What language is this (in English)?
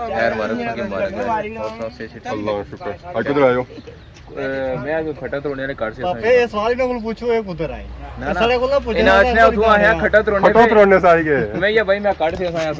Pahari-Potwari